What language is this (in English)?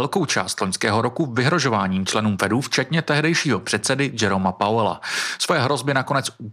Czech